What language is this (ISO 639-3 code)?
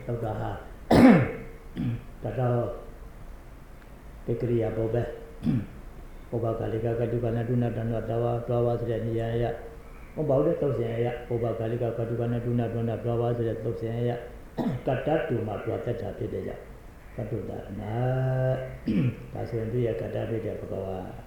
mya